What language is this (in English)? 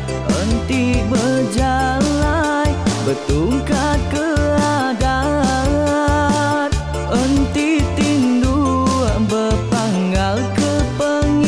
Iban